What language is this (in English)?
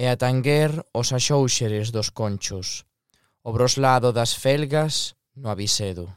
Galician